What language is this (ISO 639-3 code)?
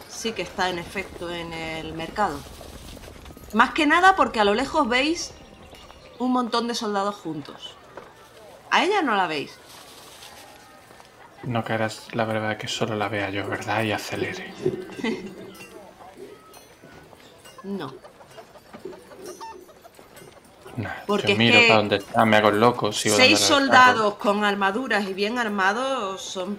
spa